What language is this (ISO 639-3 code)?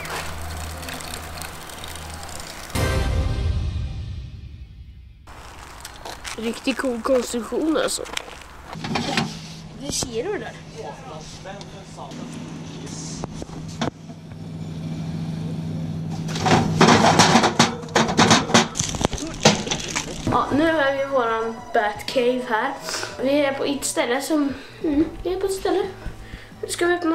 swe